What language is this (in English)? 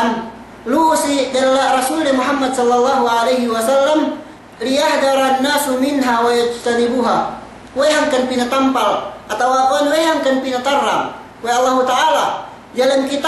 Yakan